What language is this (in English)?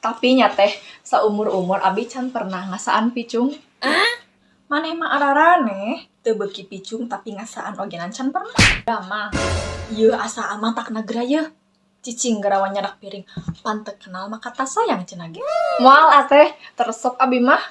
Sundanese